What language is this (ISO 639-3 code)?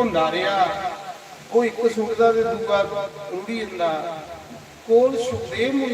doi